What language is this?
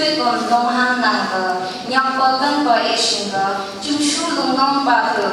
Phom Naga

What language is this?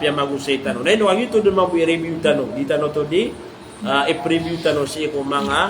Maranao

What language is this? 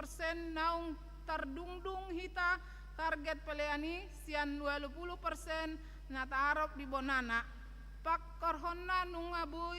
Batak Toba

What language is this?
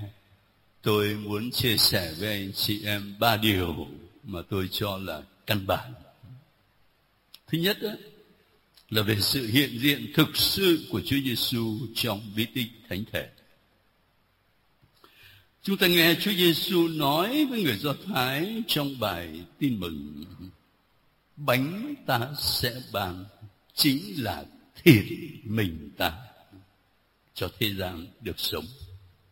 Vietnamese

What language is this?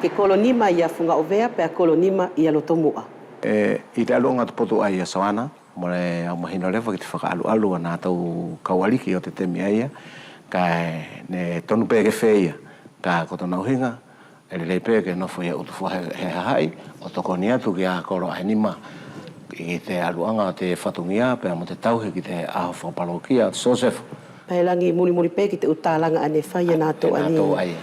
Wallisian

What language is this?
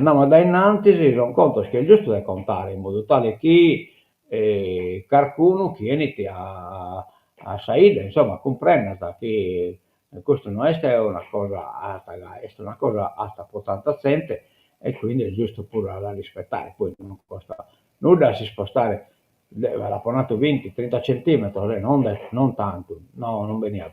Sardinian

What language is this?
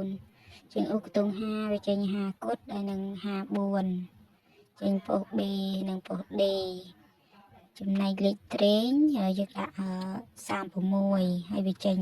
Khmer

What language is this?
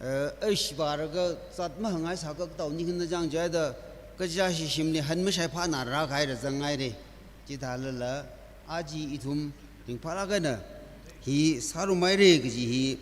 Tangkhul Naga (India)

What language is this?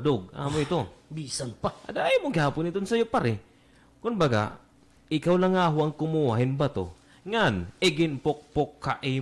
Waray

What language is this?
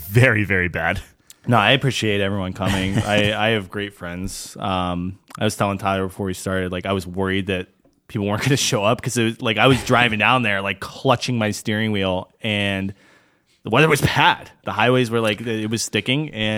English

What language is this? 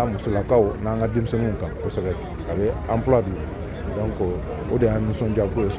Bambara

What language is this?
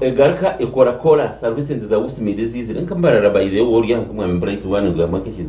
Nyankole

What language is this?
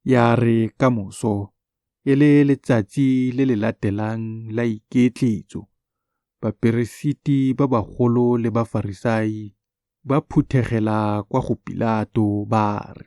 Tswana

